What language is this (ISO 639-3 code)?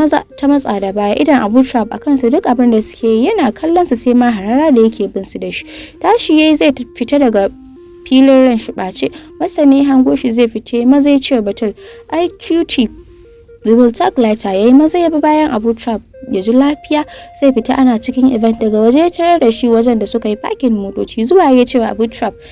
hau